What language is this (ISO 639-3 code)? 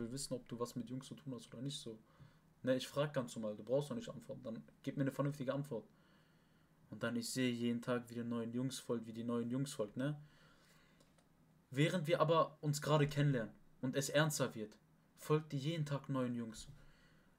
deu